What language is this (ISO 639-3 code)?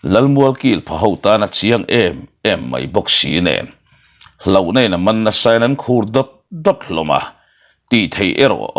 lus